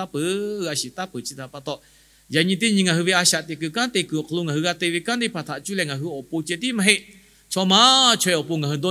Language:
Lahu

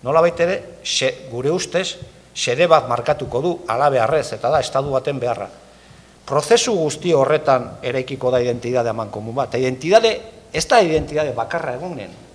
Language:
Basque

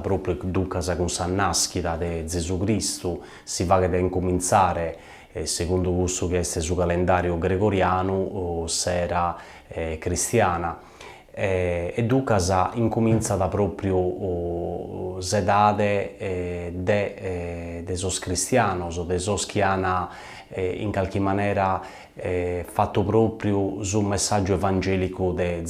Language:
Sardinian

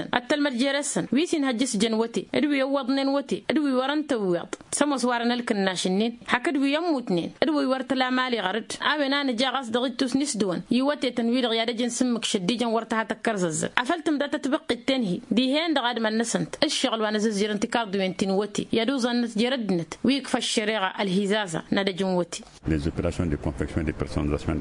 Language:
Tamasheq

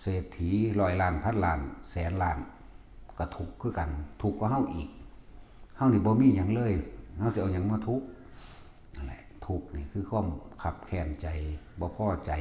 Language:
Northeastern Thai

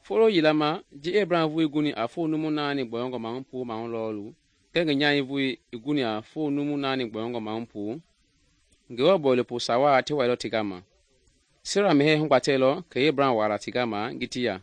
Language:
Mende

